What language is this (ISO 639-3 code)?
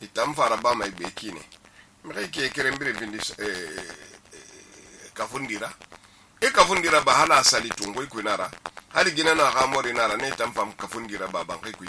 sus